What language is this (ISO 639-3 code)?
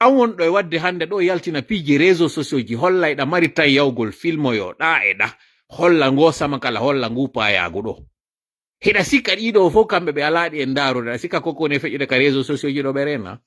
ful